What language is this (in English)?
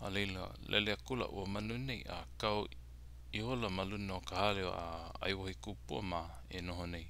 Hawaiian